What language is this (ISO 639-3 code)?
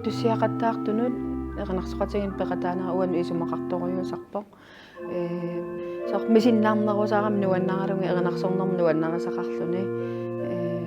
kal